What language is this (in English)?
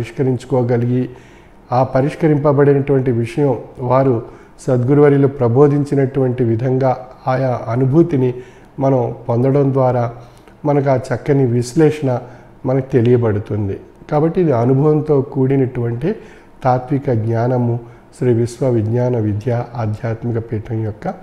Telugu